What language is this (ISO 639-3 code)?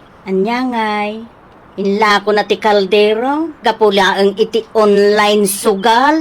ilo